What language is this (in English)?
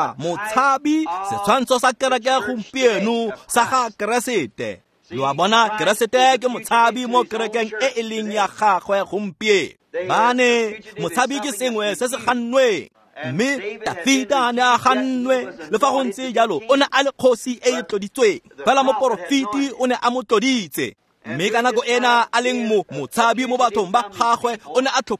Tswana